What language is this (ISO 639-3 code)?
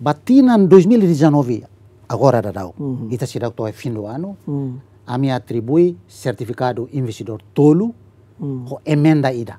tet